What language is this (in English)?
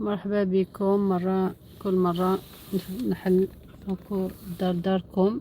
Algerian Arabic